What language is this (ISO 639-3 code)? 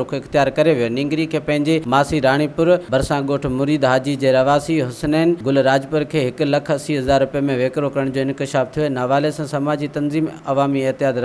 snd